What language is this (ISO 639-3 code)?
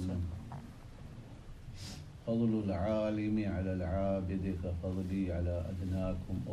urd